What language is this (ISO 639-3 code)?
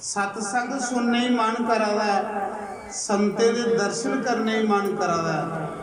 doi